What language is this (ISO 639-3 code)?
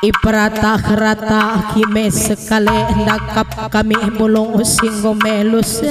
btx